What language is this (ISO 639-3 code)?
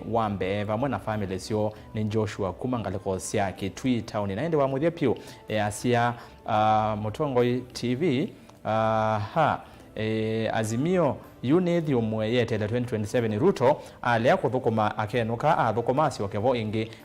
kam